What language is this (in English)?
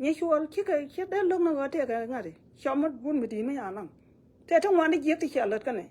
Nuer